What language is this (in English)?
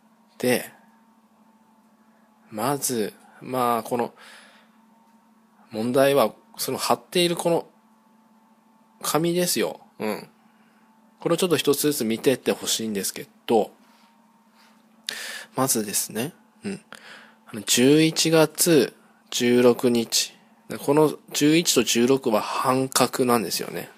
Japanese